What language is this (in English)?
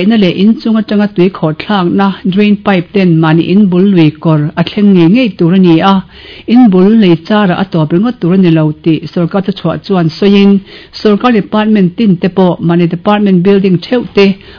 Mizo